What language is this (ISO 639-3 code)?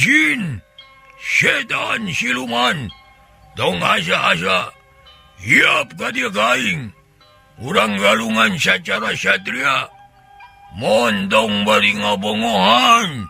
sun